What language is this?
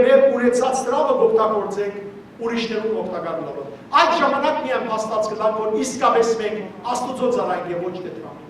Western Armenian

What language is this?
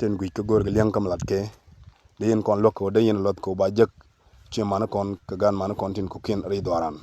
Nuer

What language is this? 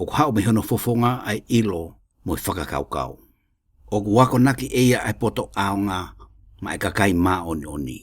Tongan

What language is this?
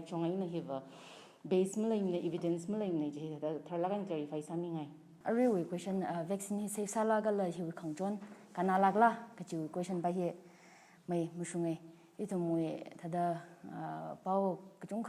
Tangkhul Naga (India)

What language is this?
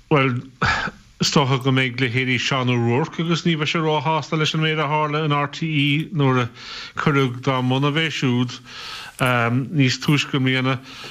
Irish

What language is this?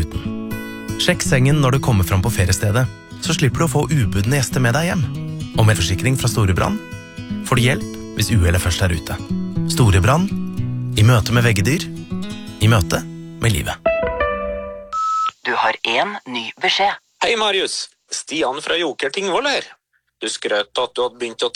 Norwegian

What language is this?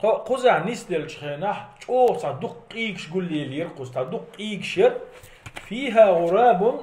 Chechen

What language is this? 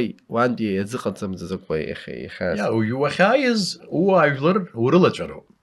Abkhazian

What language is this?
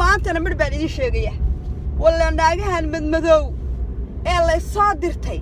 Somali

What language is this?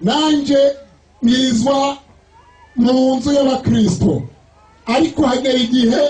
Rundi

